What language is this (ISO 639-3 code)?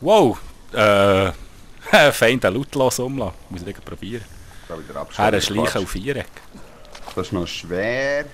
gsw